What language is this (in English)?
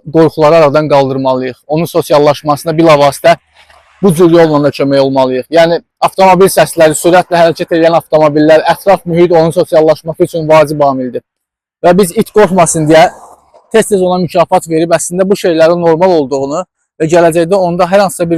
Azerbaijani